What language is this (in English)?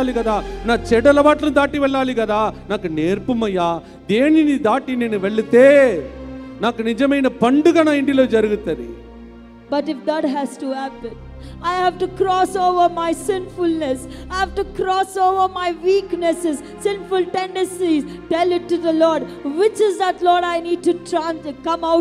Telugu